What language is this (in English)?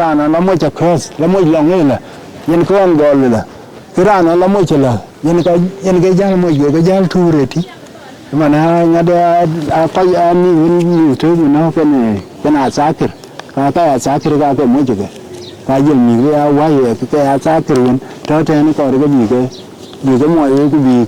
Dinka